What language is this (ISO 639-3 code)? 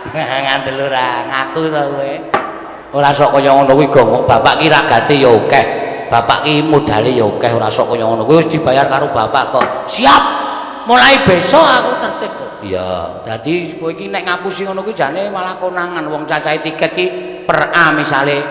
jav